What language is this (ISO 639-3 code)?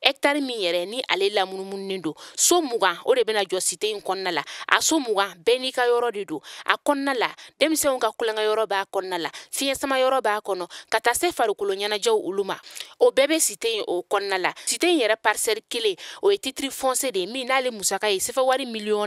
bam